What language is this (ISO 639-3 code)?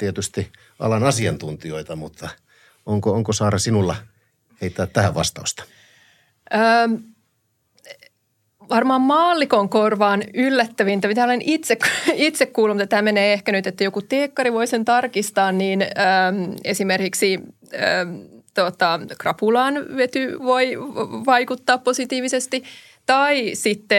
fin